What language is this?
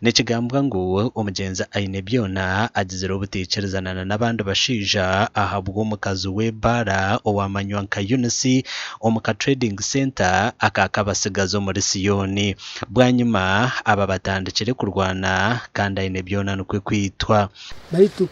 Nyankole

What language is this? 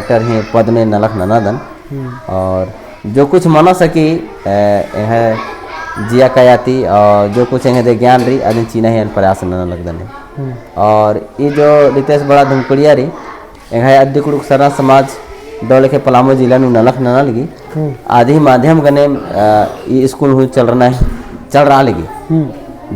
Kurukh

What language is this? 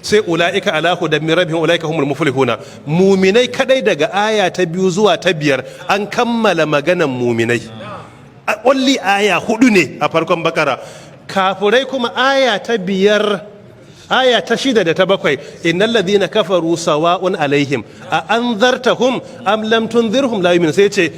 Hausa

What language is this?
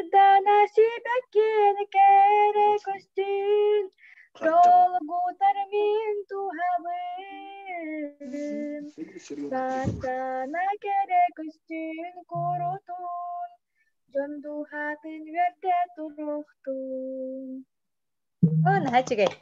Yakut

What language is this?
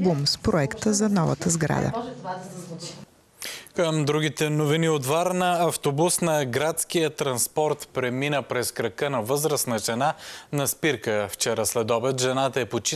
Bulgarian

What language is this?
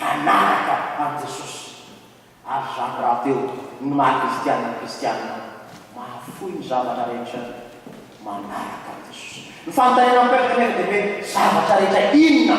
Malagasy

